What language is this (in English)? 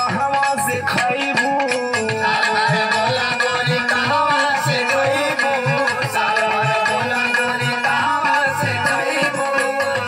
Bhojpuri